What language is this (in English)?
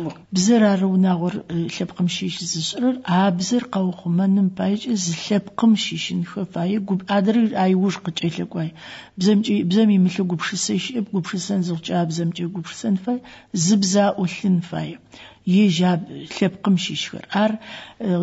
Adyghe